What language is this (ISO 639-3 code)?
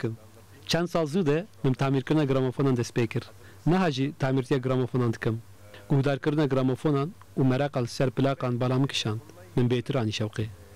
kur